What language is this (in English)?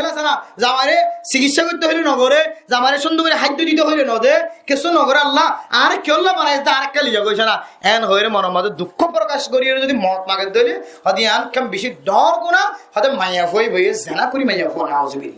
Rohingya